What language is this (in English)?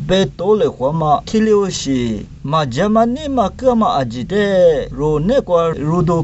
Lisu